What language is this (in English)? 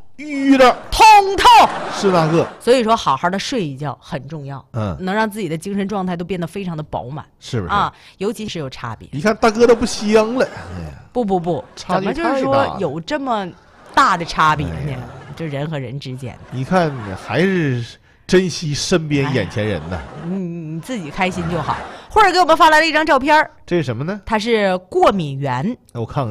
Chinese